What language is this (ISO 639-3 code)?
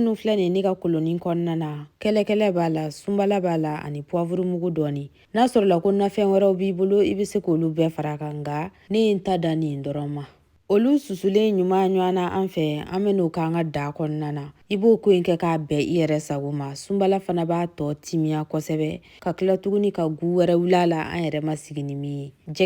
bam